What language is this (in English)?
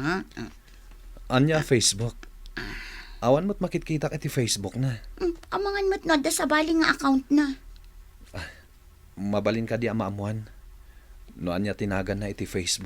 Iloko